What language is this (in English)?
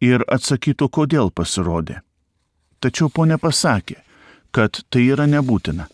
Lithuanian